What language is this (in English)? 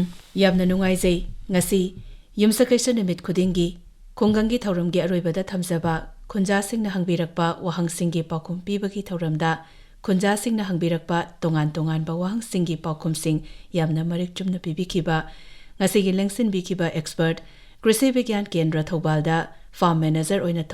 Manipuri